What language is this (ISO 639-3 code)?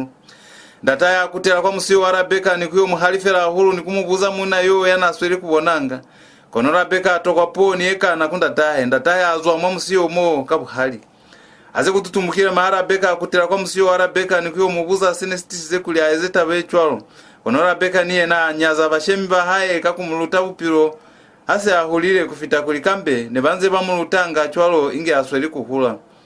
loz